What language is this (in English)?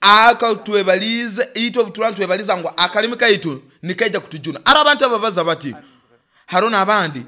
Nyoro